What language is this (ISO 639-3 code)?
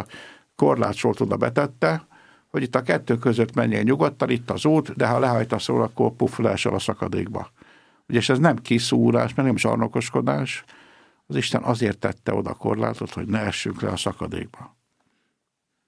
hun